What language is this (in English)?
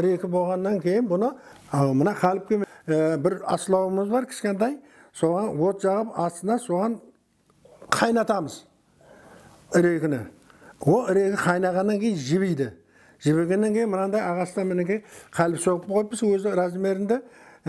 Kara-Kalpak